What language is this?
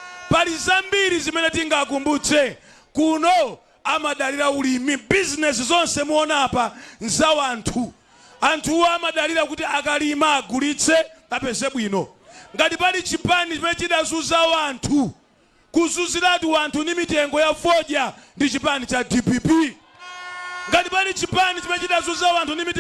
Nyanja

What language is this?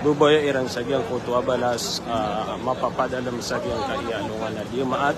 Maranao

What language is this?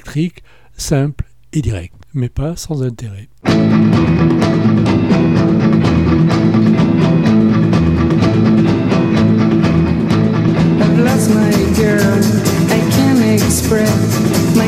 French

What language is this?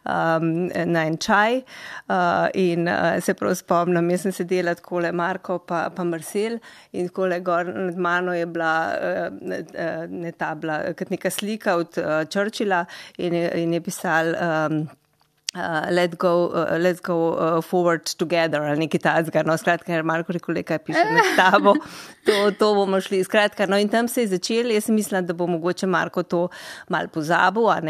Slovenian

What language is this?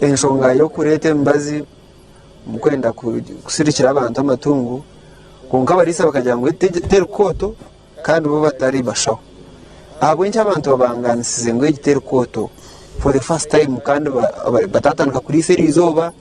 Nyankole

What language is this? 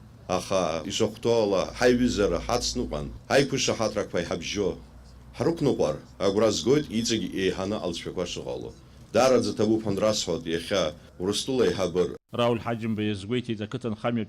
Abkhazian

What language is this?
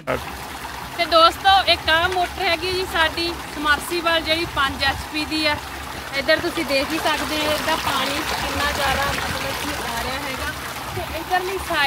Punjabi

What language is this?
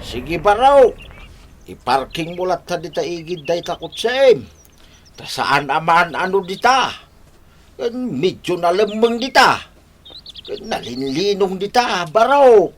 Iloko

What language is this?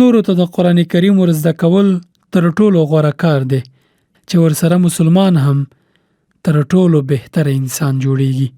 Pashto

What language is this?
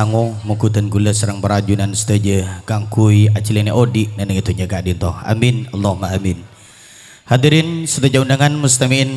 Madurese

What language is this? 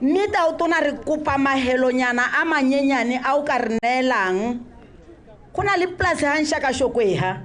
Tswana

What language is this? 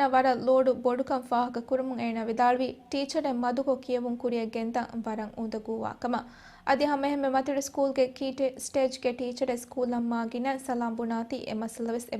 Divehi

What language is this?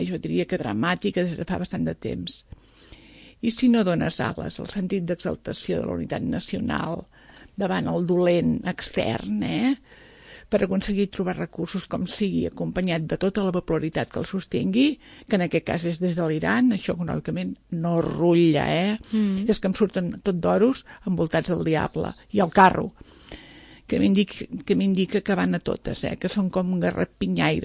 Catalan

